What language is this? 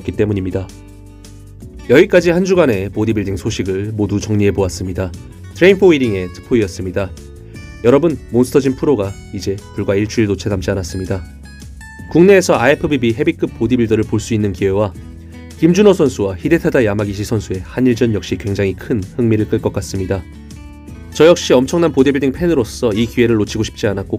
Korean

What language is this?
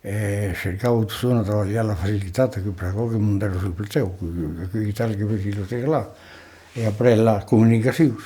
Occitan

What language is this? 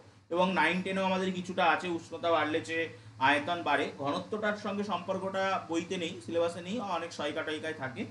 Bangla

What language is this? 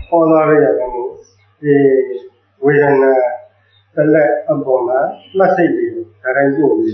Burmese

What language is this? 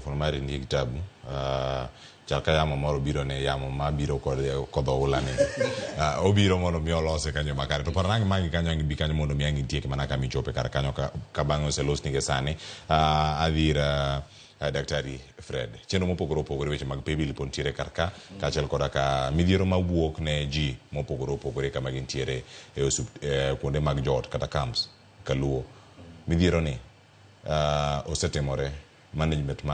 Luo (Kenya and Tanzania)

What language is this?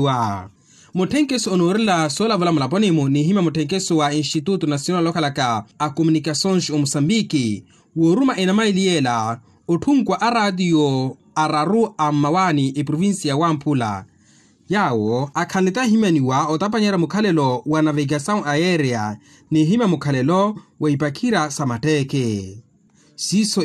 Makhuwa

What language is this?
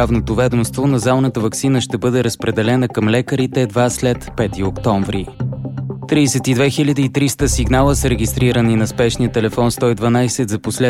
Bulgarian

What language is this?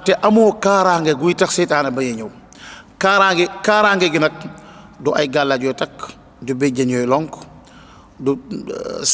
Wolof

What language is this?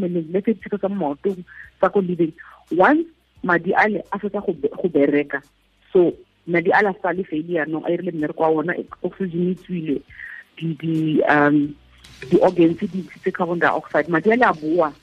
Tswana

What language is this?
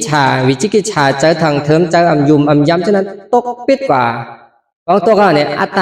Shan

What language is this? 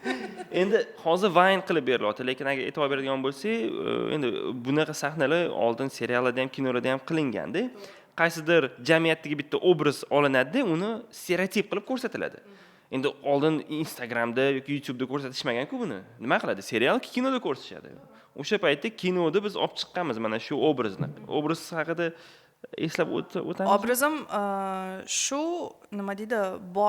Uzbek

